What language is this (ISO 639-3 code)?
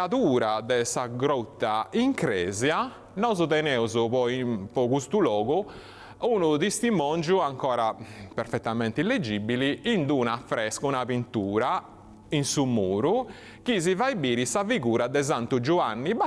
srd